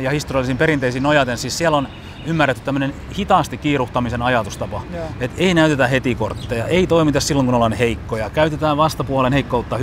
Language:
Finnish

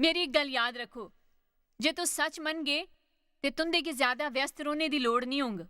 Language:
Dogri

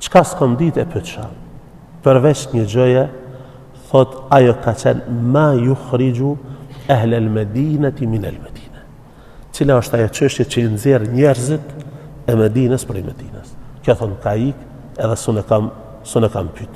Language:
Albanian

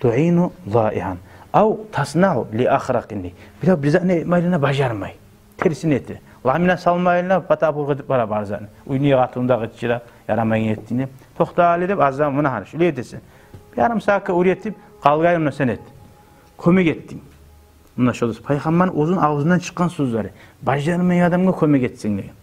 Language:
Kumyk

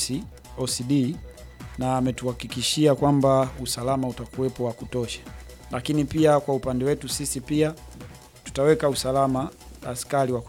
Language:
Swahili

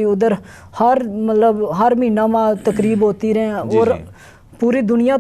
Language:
Gujari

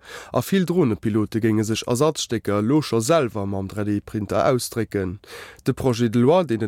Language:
Luxembourgish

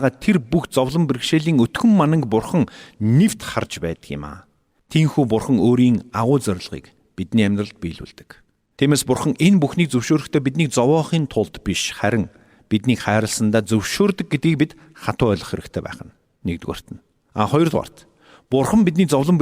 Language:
Mongolian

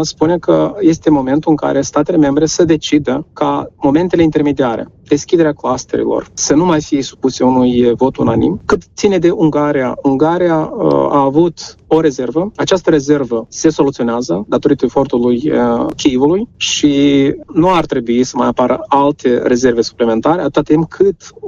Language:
Romanian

